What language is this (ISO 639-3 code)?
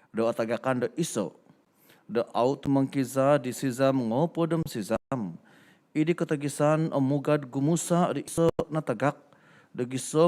dtp